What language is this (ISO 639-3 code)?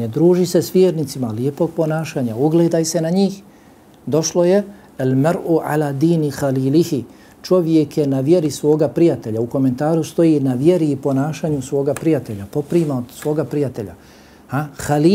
bos